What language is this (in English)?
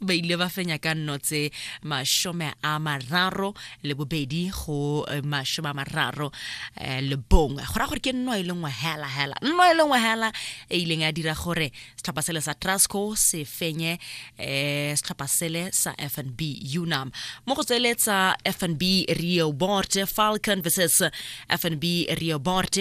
Tswana